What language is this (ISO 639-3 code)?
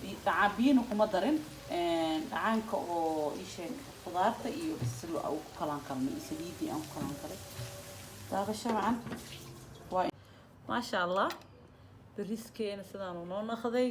som